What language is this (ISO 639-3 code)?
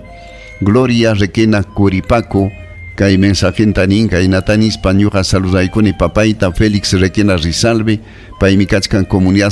quy